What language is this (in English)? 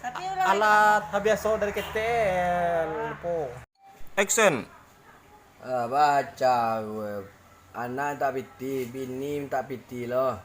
Minangkabau